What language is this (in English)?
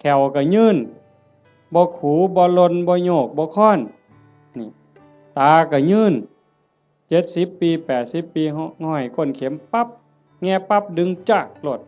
Northeastern Thai